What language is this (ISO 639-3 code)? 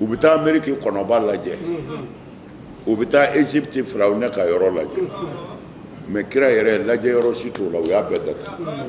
bam